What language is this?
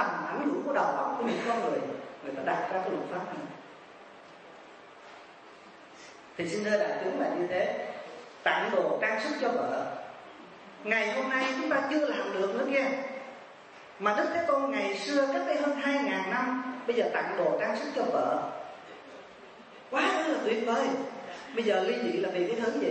Vietnamese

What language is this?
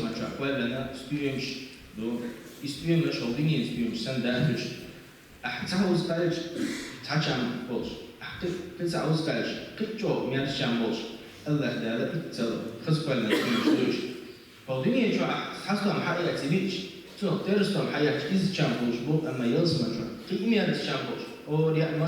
Chechen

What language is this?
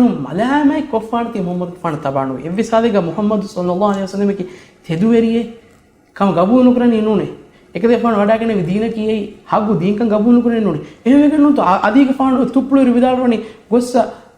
Divehi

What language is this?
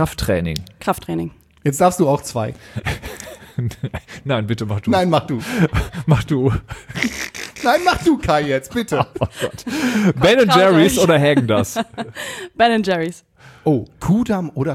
German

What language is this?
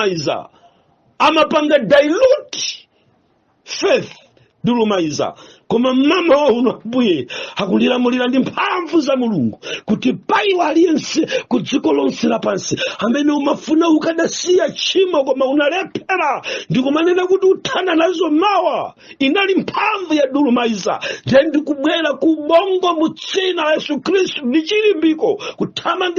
Nyanja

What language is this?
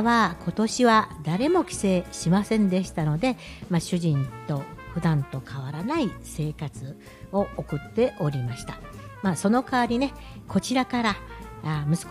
Japanese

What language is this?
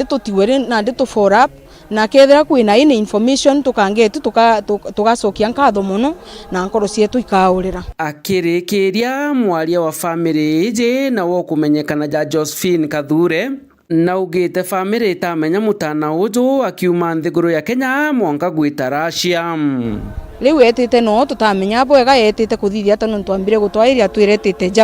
Meru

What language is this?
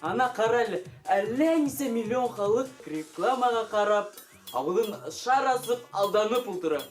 Bashkir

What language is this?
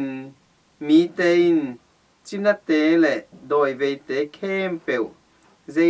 Tedim Chin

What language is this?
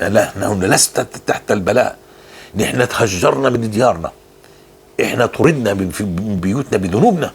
North Levantine Arabic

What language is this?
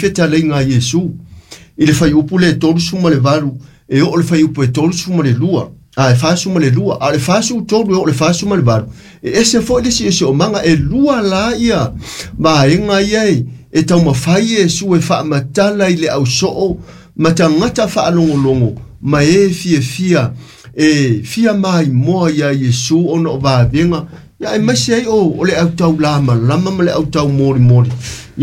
Samoan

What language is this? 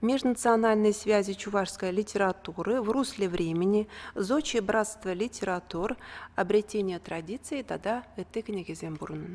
Chuvash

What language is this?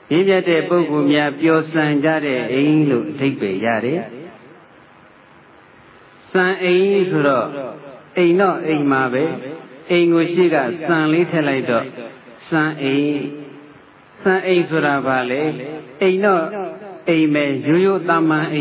Burmese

